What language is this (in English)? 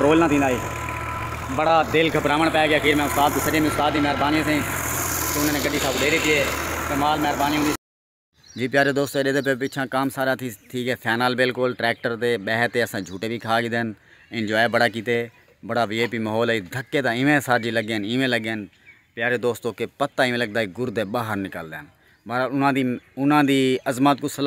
Saraiki